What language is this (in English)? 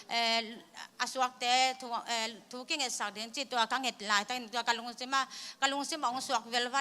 Tedim Chin